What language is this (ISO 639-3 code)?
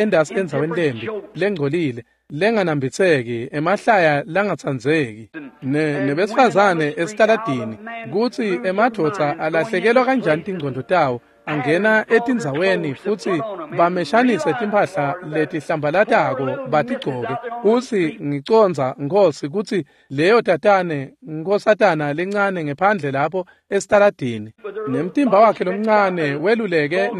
ssw